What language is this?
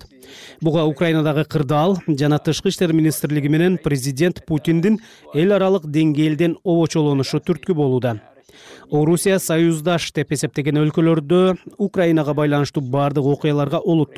Kyrgyz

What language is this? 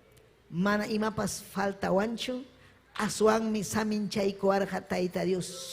Ayacucho Quechua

